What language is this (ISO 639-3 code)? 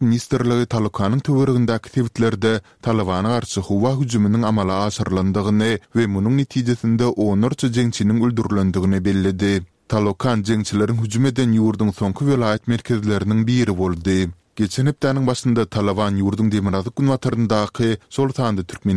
tuk